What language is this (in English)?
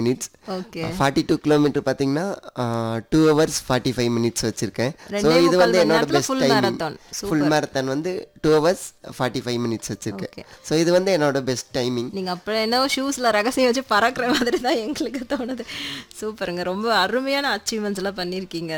Tamil